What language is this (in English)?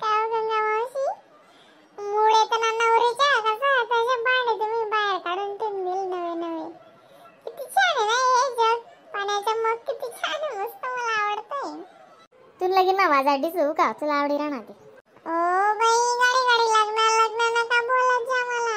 Khandesi